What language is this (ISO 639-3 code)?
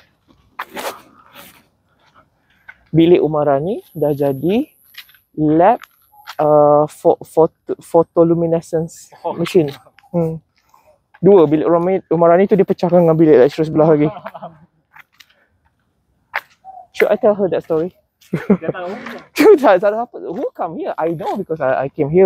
msa